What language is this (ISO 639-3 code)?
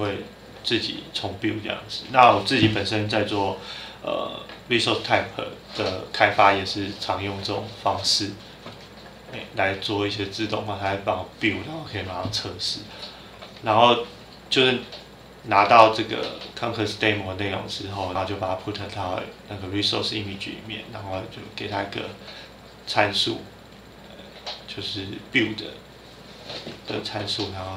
zho